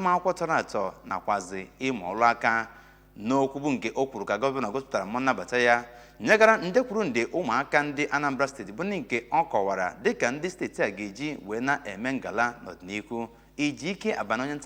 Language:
Igbo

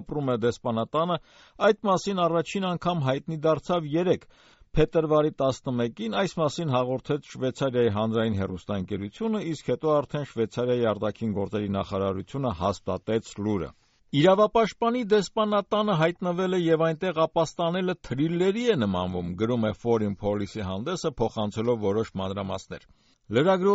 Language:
Armenian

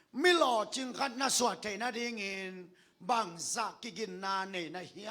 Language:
Tedim Chin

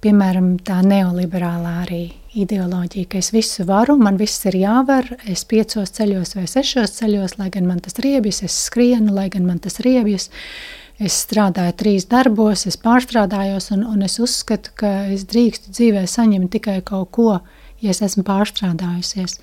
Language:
Latvian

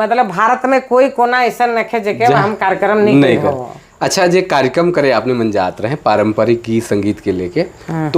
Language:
Sadri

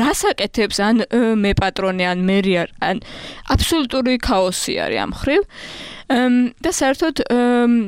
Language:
Georgian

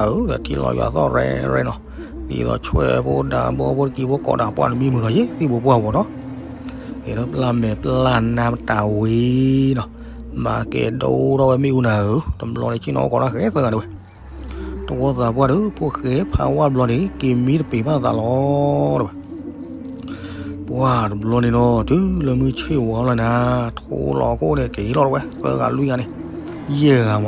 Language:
S'gaw Karen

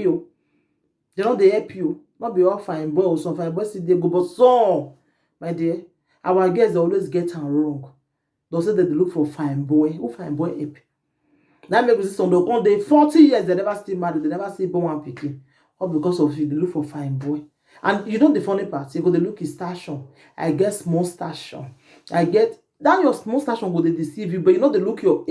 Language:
Nigerian Pidgin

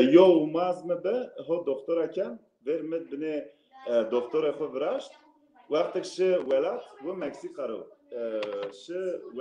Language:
Zaza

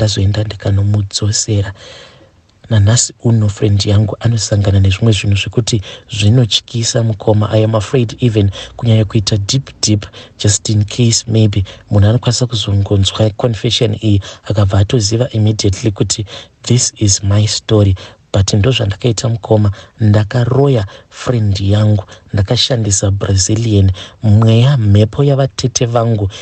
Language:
Shona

